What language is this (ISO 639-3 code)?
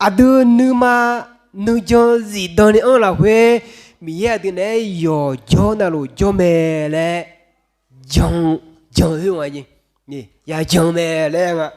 ahk